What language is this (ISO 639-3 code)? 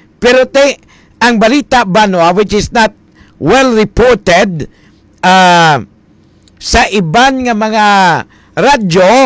hil